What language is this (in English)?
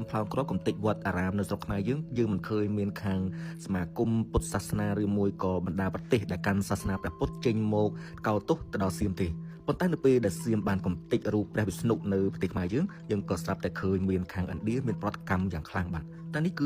Khmer